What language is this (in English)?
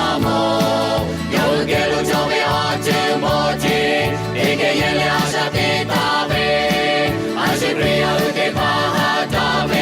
Lahu